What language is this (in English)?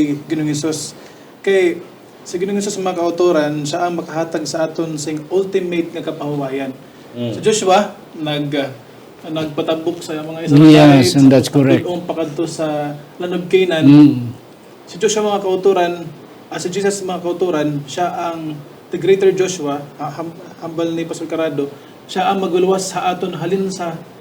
Hiligaynon